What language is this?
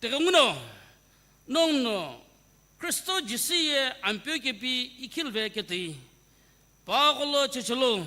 Sumi Naga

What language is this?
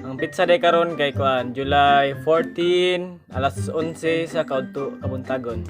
Cebuano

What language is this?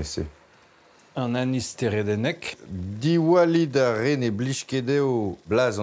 Breton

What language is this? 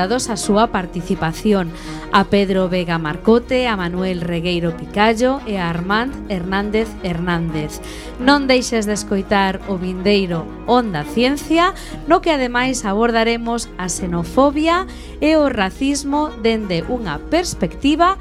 Galician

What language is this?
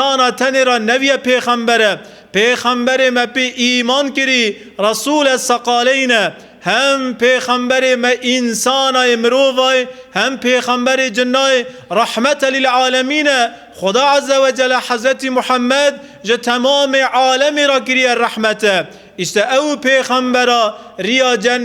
Kurdish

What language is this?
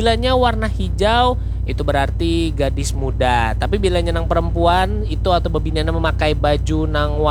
Banjar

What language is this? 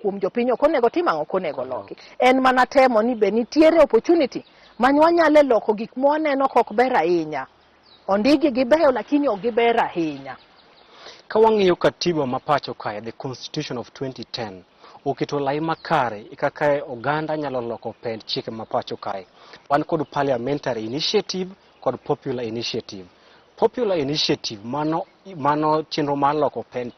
Luo (Kenya and Tanzania)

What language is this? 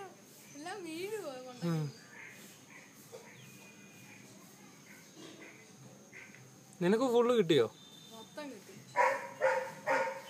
Malayalam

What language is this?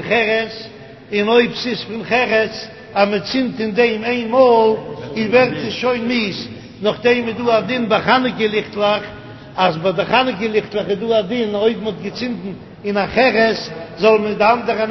Yiddish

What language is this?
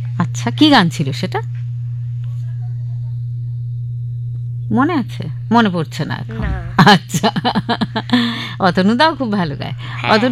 Bangla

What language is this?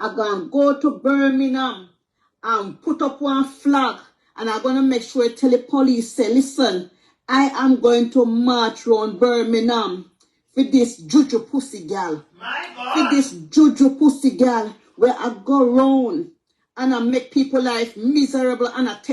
Jamaican Creole English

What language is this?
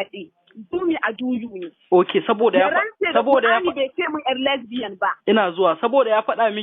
Hausa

